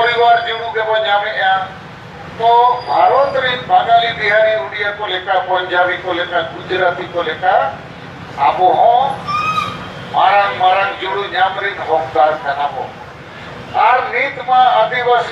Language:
Santali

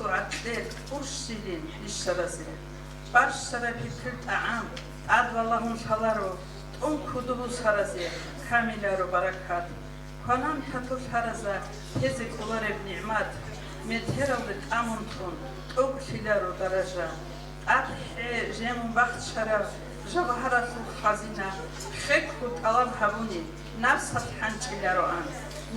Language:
Avaric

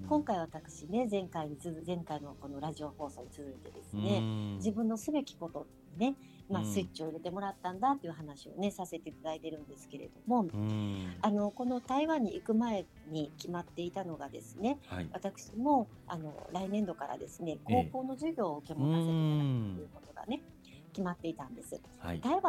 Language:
Japanese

